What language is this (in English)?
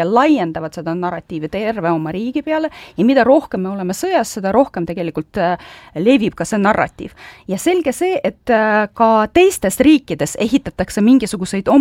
Estonian